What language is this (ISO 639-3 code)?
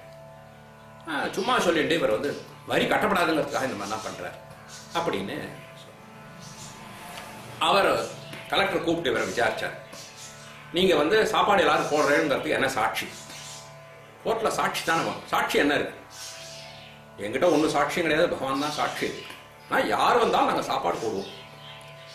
tam